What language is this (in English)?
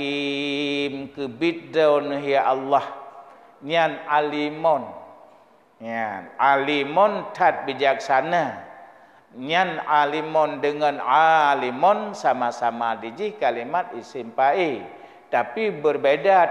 Achinese